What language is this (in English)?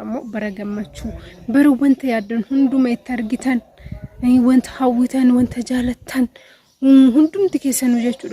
Oromo